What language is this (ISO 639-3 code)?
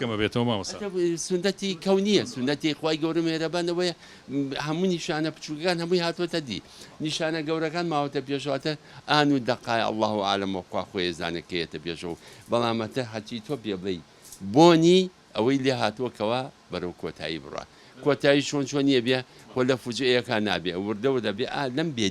ckb